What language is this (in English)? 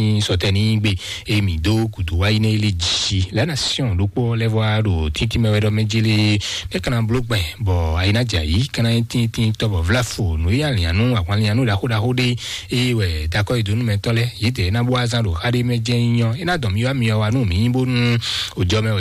Fon